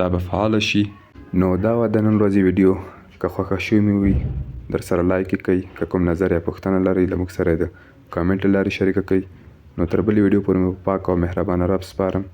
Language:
Pashto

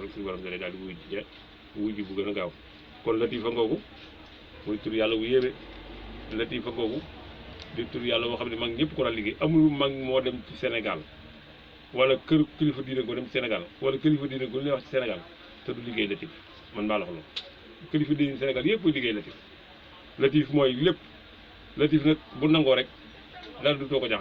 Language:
Wolof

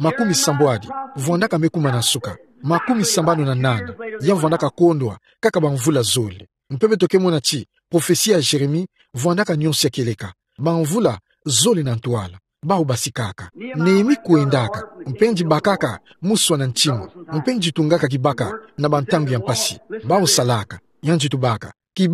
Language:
Kituba (Democratic Republic of Congo)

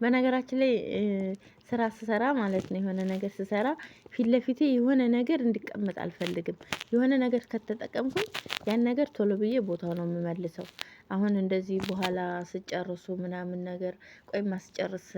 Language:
Amharic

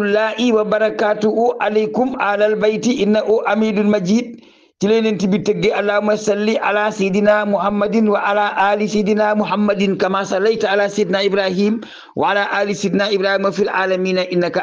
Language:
Wolof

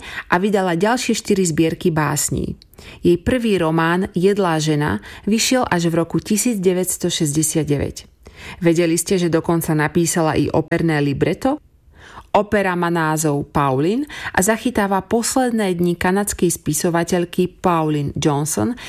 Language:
Slovak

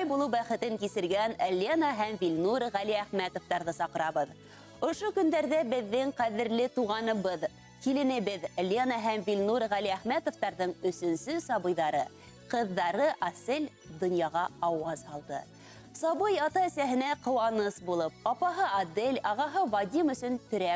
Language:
Bashkir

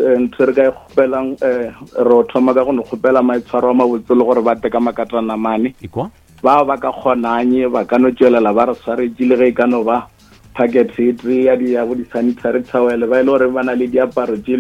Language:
Northern Sotho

